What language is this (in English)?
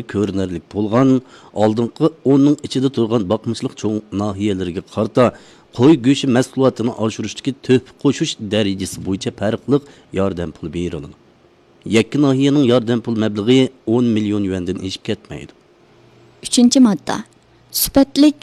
Uyghur